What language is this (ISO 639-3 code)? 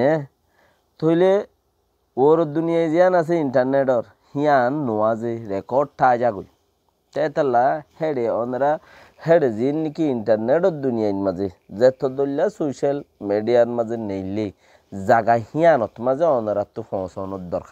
rhg